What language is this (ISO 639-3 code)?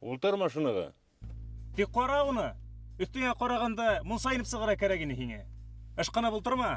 bak